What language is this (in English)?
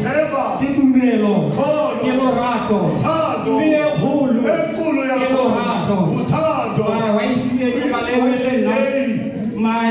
Tswana